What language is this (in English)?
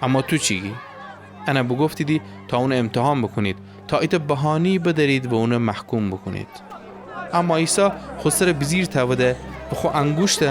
Gilaki